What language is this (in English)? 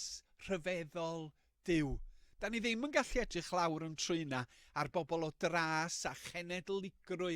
Welsh